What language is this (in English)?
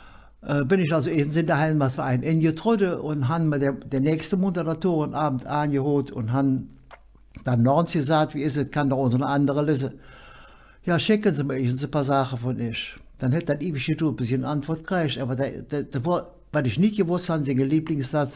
Colognian